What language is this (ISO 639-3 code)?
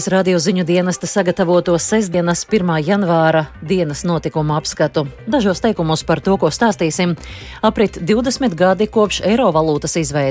lav